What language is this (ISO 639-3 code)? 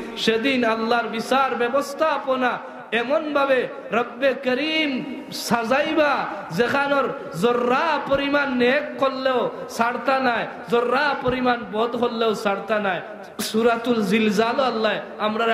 syl